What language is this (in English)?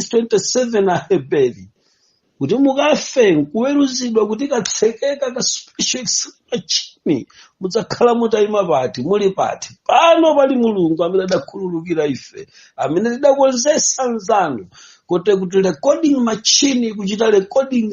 Nyanja